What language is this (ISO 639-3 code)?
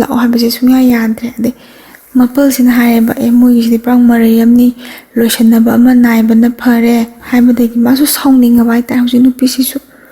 mni